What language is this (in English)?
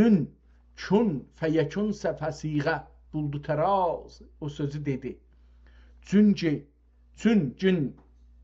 South Azerbaijani